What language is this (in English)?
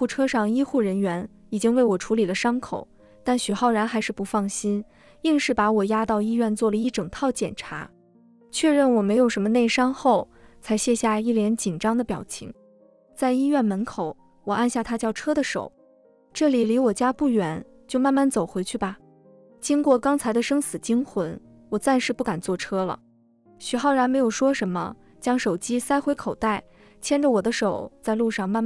Chinese